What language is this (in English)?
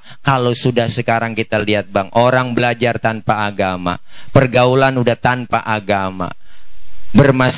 Betawi